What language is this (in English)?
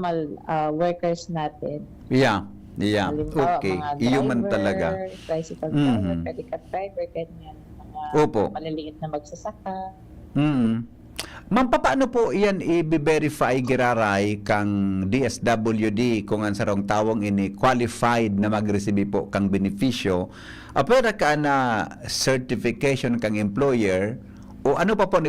Bikol